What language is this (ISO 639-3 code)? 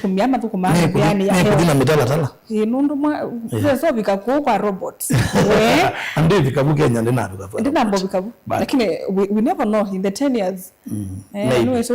kam